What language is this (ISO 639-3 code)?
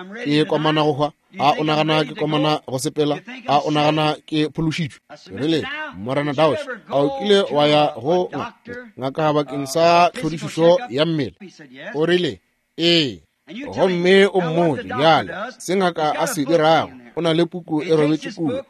nso